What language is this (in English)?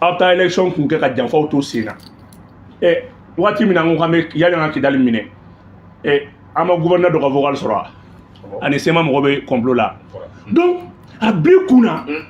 Bambara